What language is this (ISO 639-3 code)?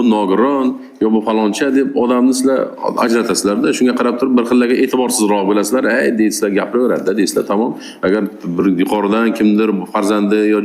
uzb